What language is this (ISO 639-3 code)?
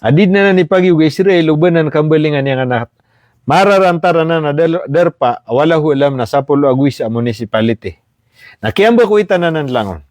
mrw